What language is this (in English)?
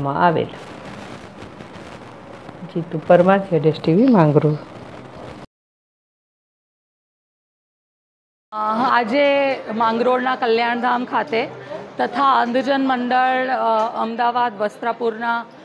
Gujarati